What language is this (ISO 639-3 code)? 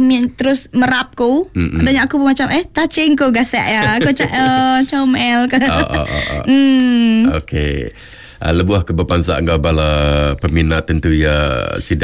iba